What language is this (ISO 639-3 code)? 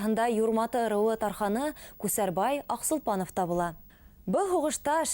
bak